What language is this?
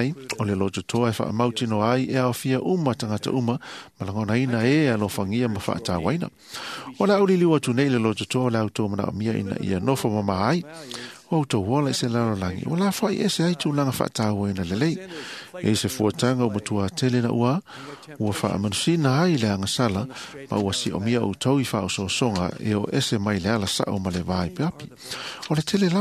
Samoan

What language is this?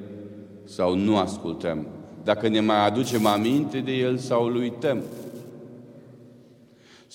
Romanian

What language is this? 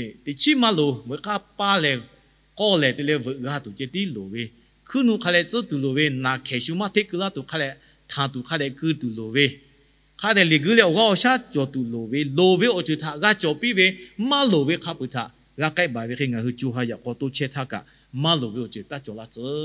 Lahu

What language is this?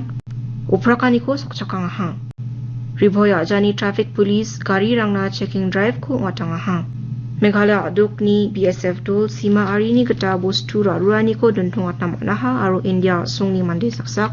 Garo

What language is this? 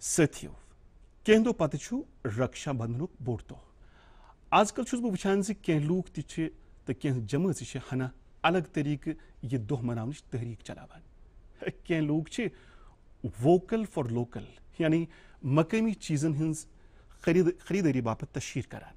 Kashmiri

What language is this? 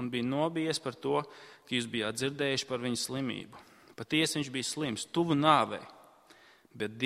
Latvian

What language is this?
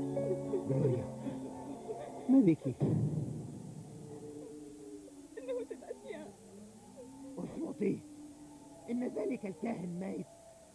Arabic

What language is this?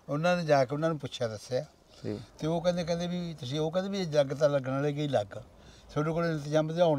Punjabi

